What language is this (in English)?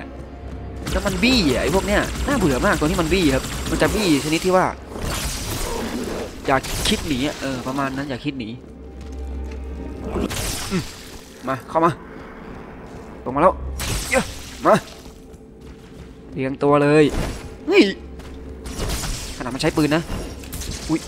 Thai